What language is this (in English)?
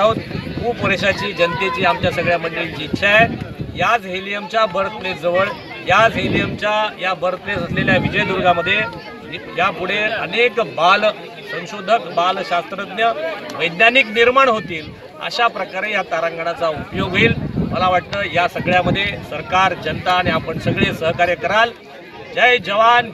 Marathi